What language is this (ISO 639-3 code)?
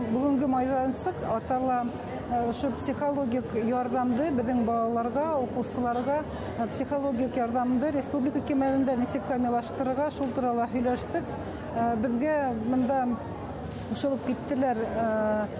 bak